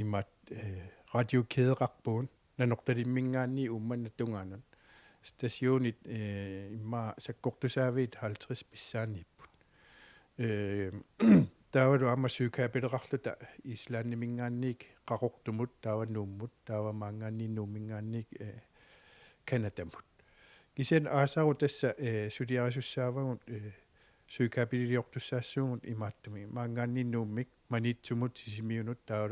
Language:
Kalaallisut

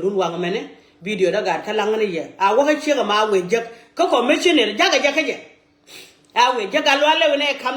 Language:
Nuer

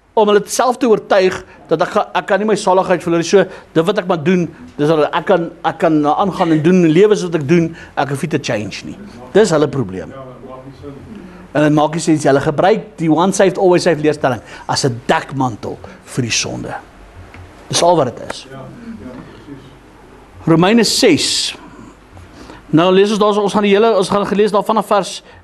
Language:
Afrikaans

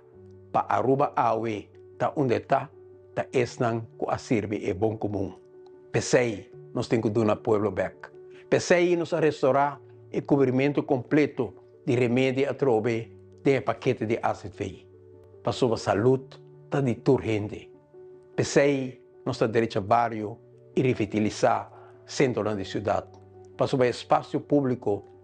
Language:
Papiamento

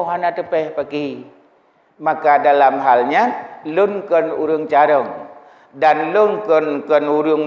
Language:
Achinese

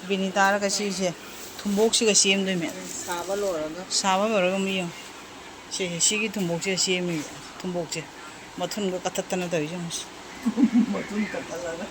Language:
Manipuri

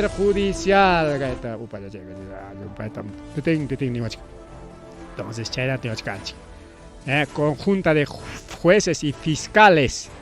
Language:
Ayacucho Quechua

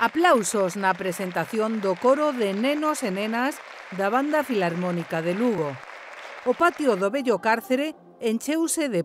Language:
Galician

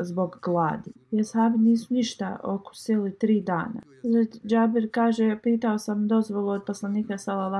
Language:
Bosnian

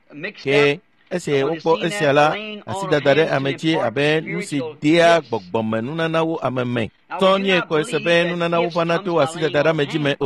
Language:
Ewe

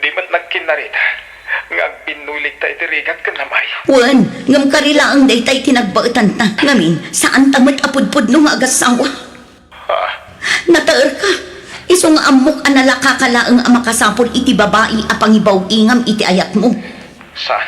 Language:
Iloko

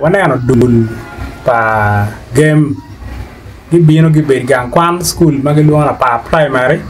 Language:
Acoli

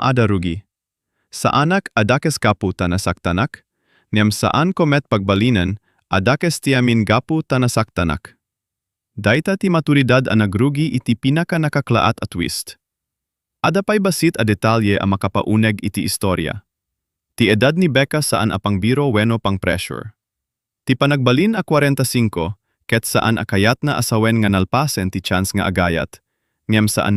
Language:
Iloko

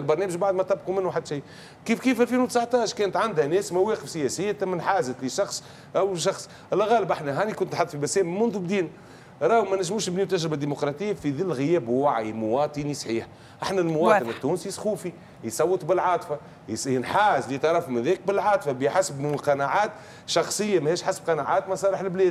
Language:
Tunisian Arabic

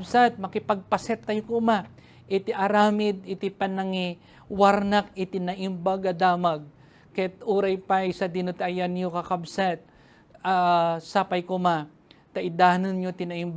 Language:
Iloko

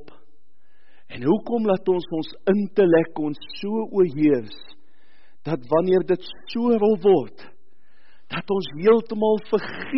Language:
Afrikaans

